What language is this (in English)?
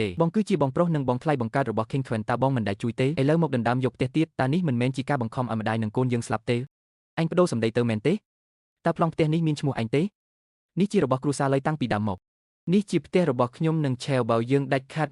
Khmer